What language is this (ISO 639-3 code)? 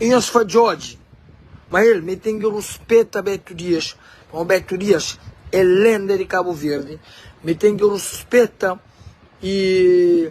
kea